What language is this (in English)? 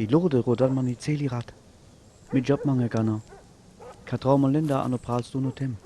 Sinte Romani